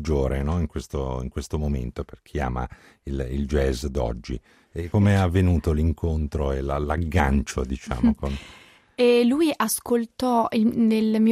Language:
Italian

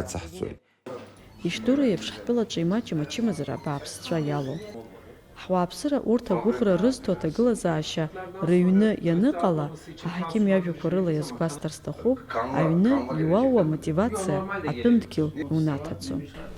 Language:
Abkhazian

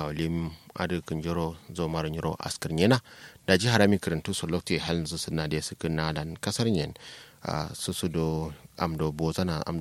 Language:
Kanuri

